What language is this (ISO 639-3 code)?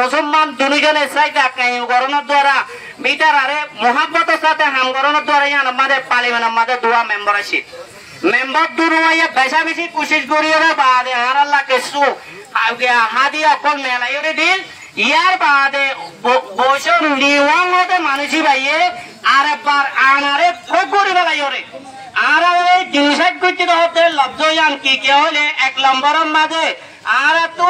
rhg